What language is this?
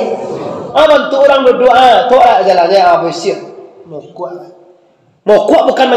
Minangkabau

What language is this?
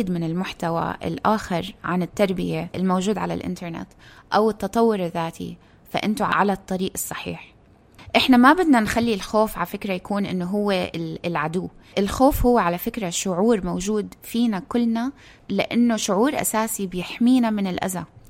North Levantine Arabic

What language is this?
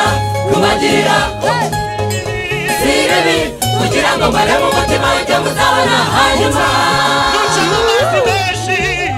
Kinyarwanda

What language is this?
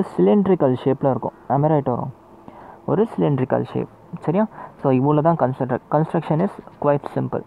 Tamil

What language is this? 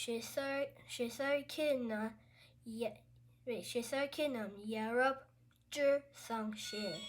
Tibetan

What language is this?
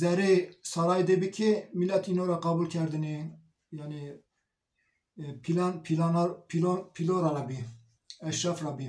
Zaza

